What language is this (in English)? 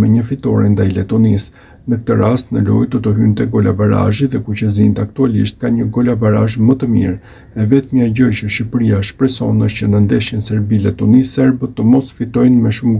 Albanian